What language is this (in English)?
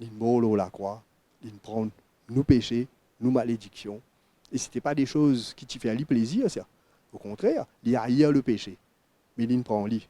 Morisyen